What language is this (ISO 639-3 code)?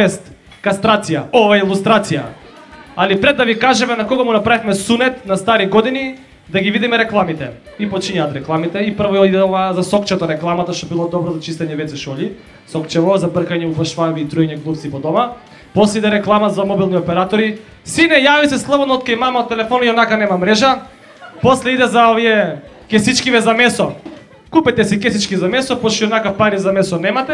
mkd